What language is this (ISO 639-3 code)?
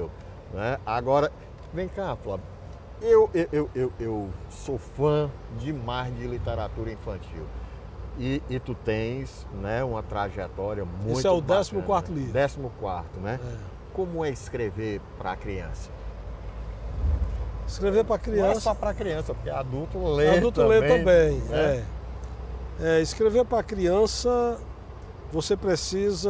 por